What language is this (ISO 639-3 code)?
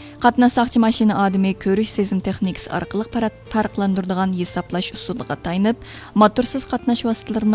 uig